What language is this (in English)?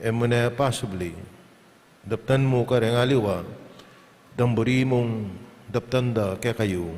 Pampanga